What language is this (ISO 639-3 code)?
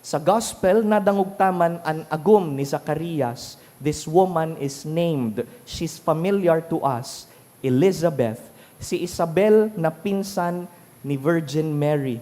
bik